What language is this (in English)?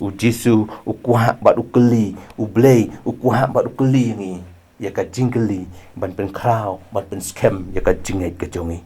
Khasi